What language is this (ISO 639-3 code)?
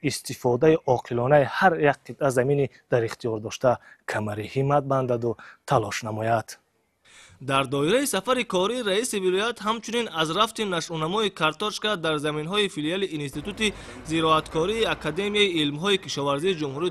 tgk